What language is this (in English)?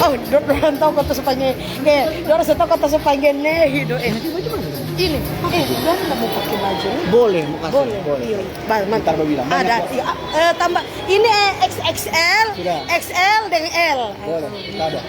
Manado Malay